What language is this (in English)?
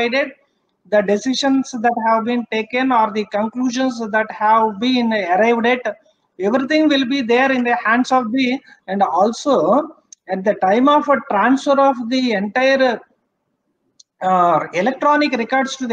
English